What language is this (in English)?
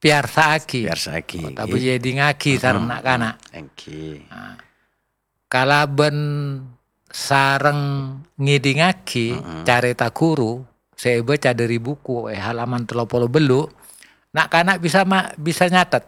Madurese